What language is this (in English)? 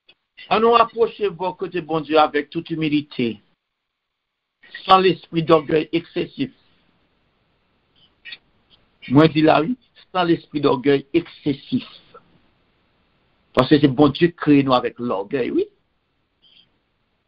Haitian Creole